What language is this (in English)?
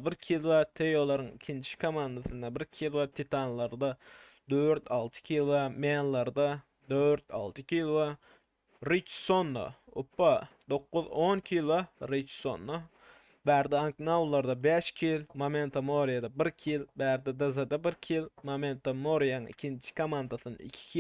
Turkmen